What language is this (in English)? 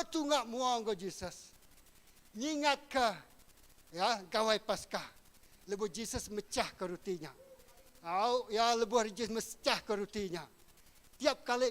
Iban